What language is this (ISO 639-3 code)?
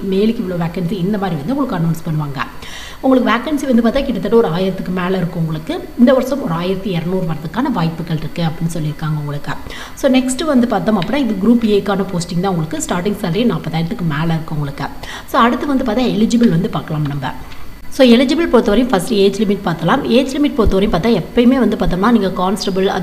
tam